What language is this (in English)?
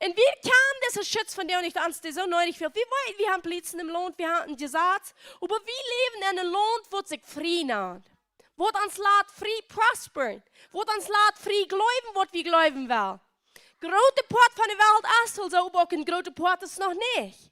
Plautdietsch